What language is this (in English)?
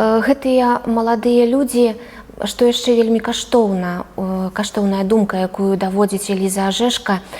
Belarusian